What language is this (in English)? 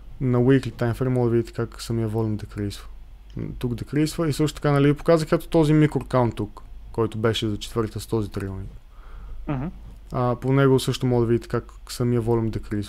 Bulgarian